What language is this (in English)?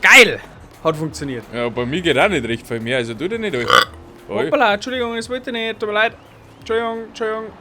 Bavarian